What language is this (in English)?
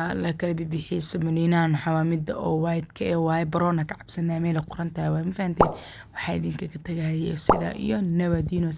Somali